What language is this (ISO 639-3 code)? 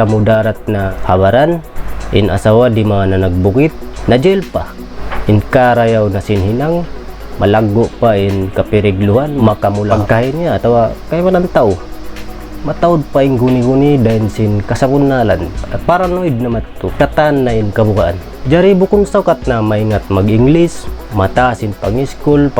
tsg